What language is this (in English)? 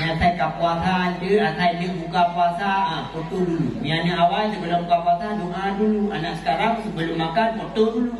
Achinese